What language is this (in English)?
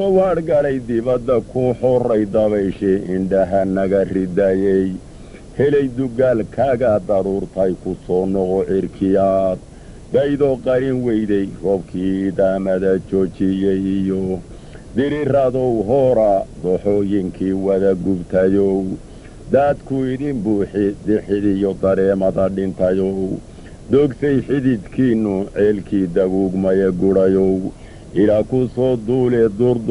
Somali